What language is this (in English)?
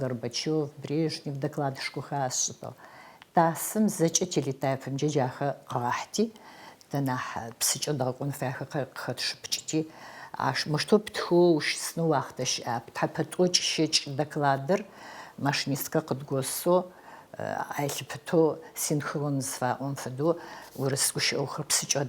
Adyghe